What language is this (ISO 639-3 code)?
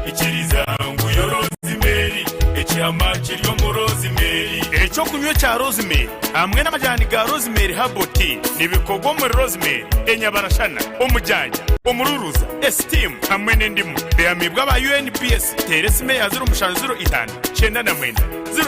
nyn